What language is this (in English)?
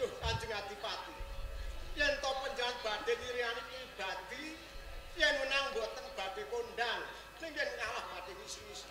Javanese